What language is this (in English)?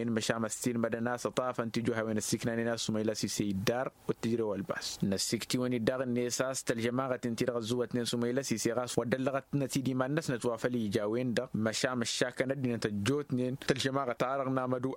Tamasheq